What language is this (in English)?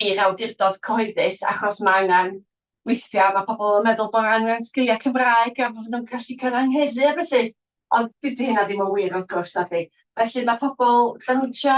Welsh